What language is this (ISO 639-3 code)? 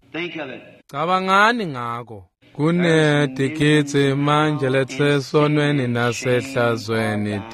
ssw